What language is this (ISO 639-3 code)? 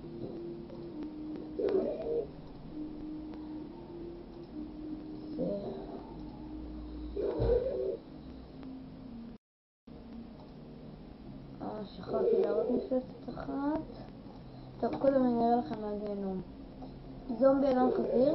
heb